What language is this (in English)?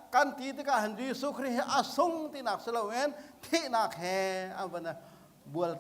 Hakha Chin